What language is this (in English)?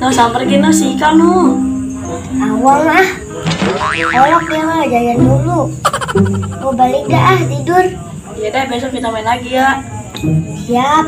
Betawi